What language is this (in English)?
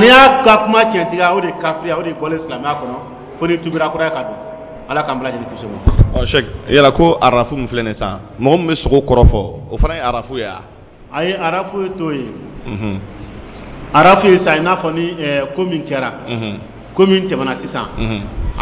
Dyula